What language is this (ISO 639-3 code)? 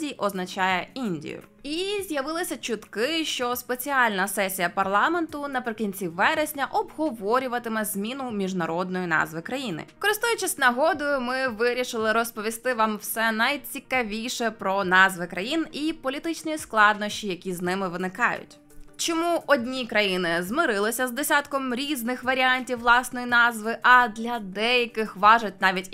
ukr